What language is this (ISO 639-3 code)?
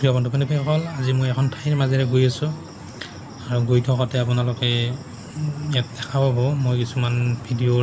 asm